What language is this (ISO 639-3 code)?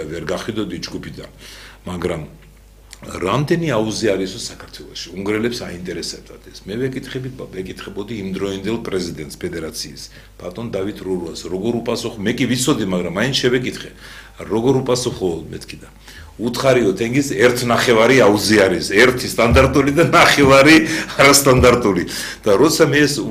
kat